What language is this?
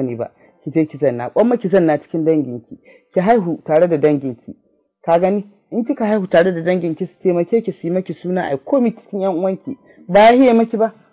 Hausa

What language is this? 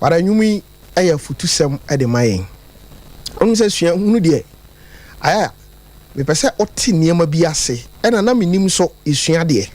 Akan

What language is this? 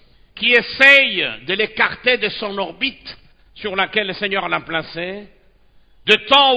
French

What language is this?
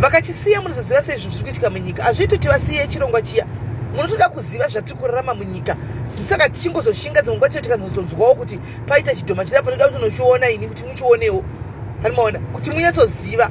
Shona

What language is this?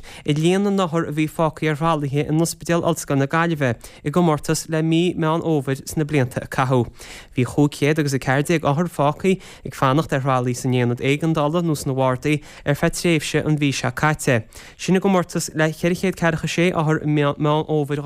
Irish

